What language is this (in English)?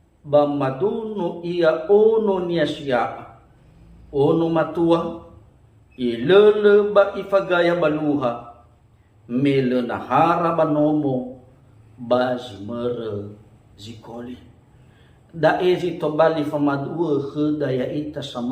Nias